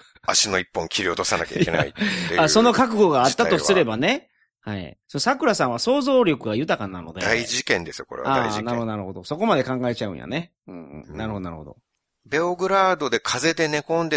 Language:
Japanese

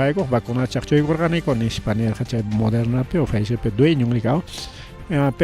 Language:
Ayacucho Quechua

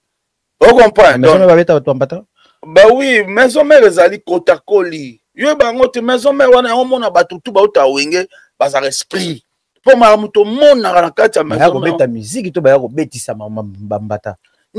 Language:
Lingala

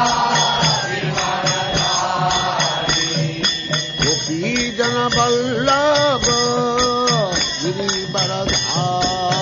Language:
Hindi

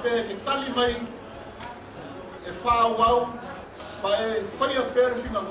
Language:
Samoan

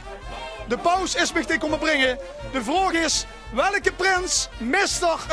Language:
Limburgish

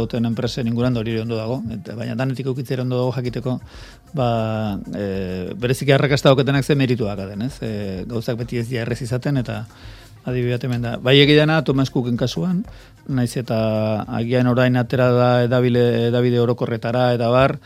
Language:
Basque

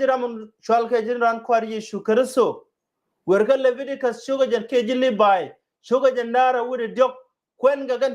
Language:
Nuer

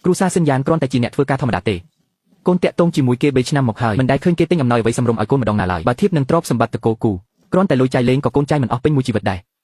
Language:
Khmer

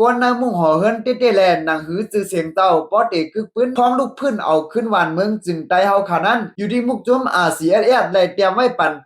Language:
Shan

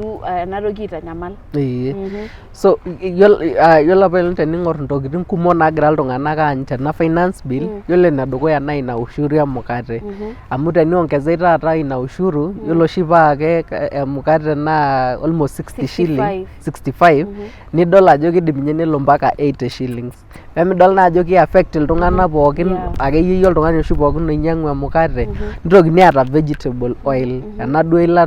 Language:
Masai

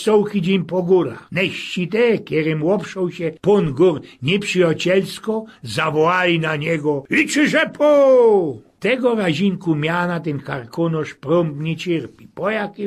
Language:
Silesian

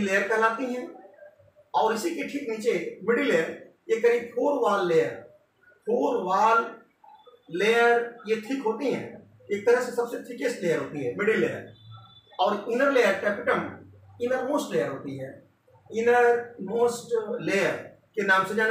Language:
Hindi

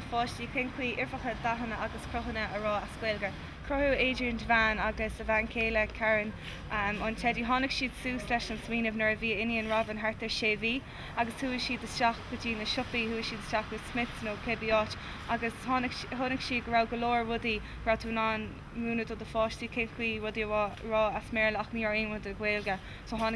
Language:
Irish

